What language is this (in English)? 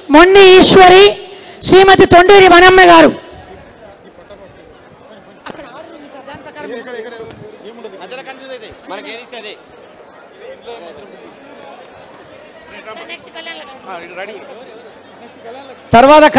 Telugu